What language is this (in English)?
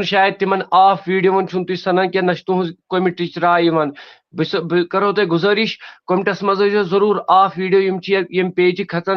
Kashmiri